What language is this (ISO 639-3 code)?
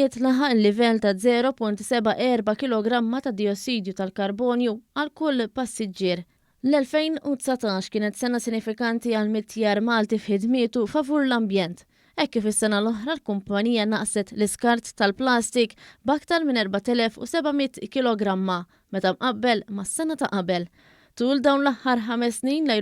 mlt